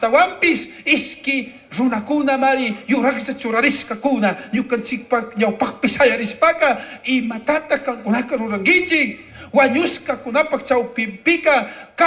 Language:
Chimborazo Highland Quichua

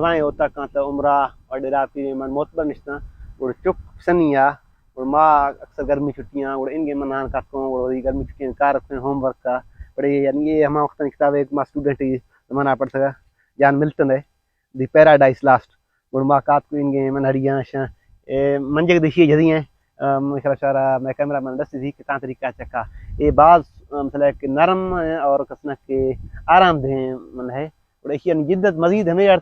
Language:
Baluchi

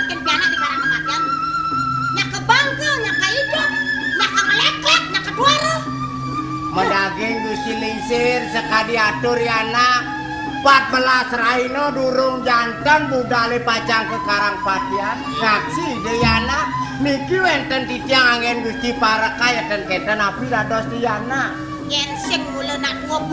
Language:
Balinese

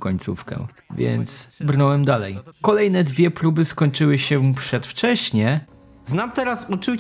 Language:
Polish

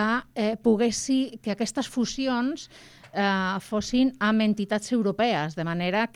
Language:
Catalan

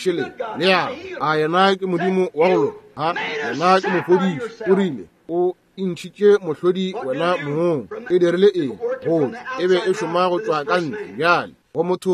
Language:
Northern Sotho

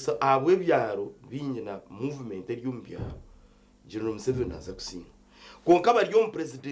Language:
Nyankole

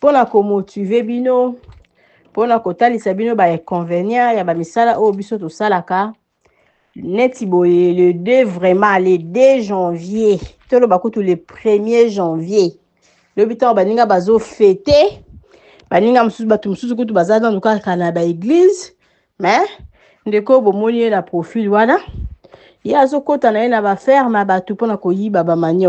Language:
Lingala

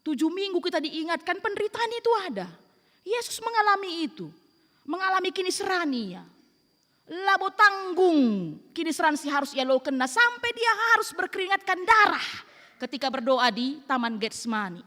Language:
Batak Karo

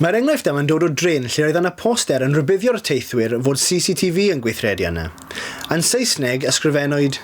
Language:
Welsh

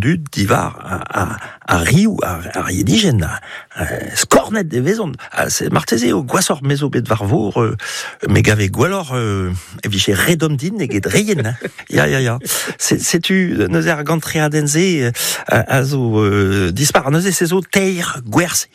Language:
Breton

